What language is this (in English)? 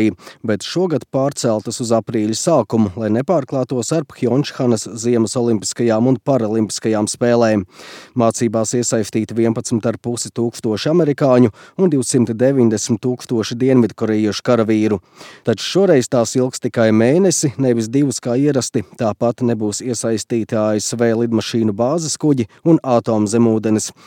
Latvian